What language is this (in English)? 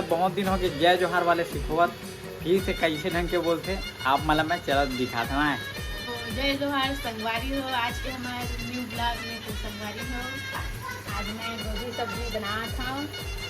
Chhattisgarhi